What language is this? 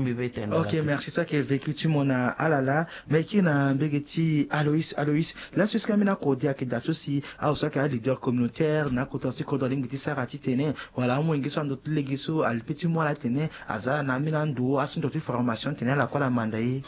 Sango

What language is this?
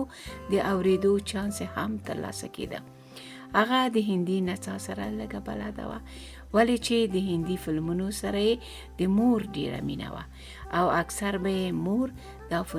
Pashto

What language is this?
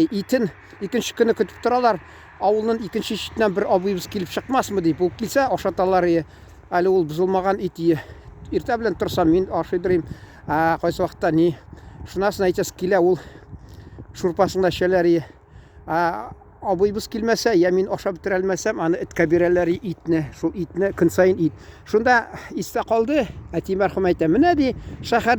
Tatar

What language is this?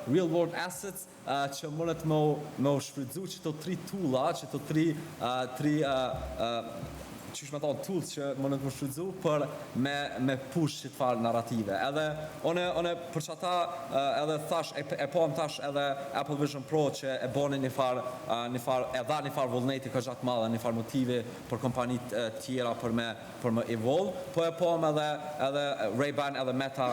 Albanian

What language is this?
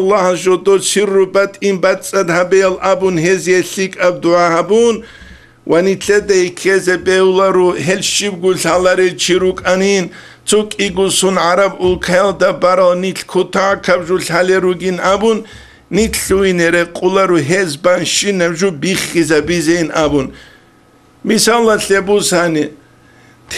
Avaric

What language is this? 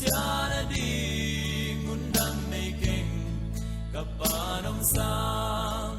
Paite Chin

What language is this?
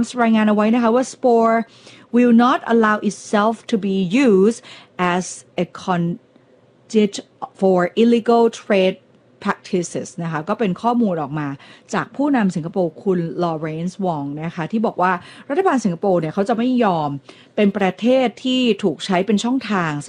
Thai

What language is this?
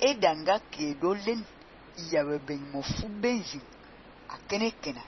Fang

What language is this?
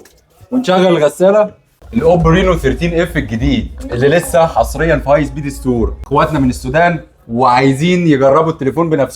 Egyptian Arabic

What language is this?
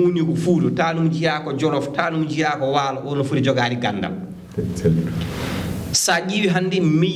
Fula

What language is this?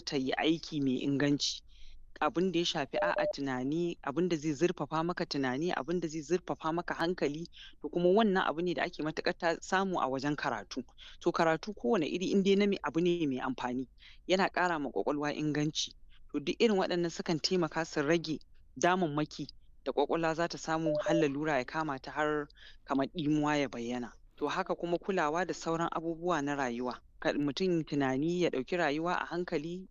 Hausa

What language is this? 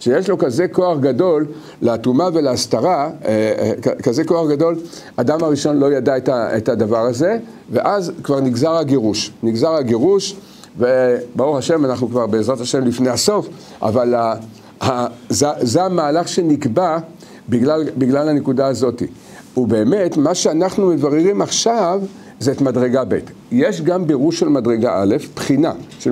Hebrew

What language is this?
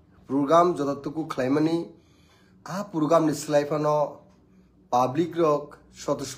Kok Borok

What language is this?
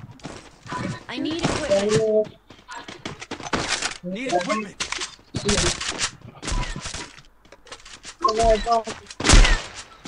Bangla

